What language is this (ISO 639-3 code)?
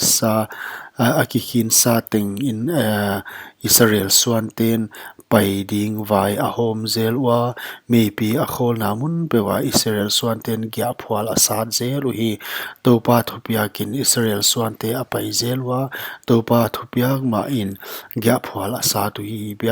pck